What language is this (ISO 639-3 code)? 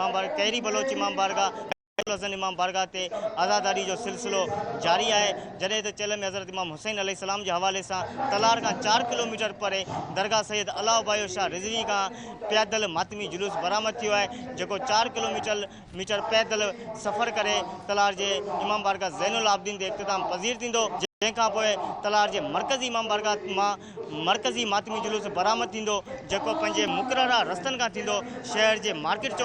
snd